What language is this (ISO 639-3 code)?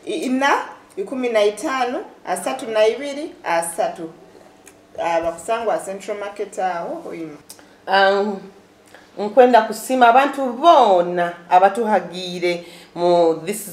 nyo